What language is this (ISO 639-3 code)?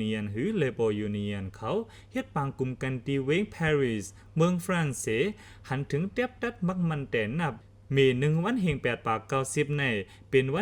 lao